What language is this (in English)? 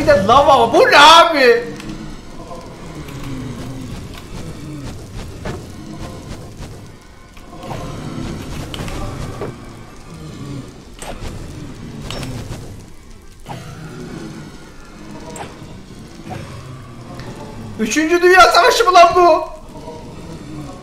Turkish